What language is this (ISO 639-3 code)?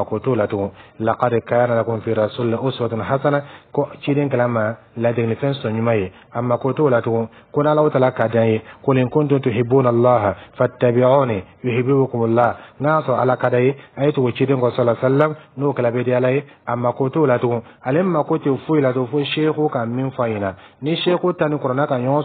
dyu